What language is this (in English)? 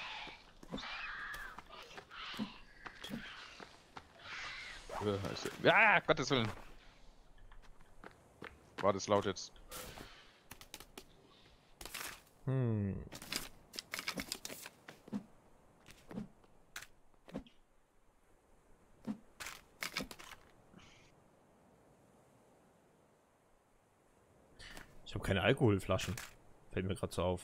German